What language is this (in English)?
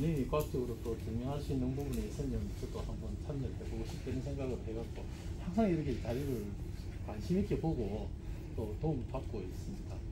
Korean